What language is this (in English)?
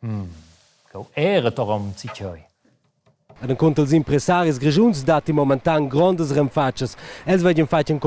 Romansh